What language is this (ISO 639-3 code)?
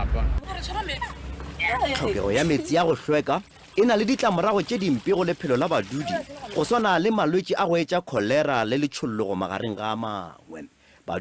nso